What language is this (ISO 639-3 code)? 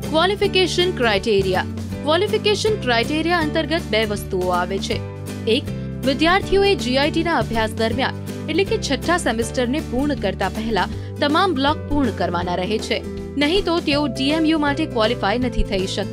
guj